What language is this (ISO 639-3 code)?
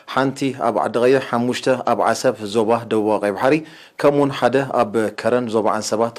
tir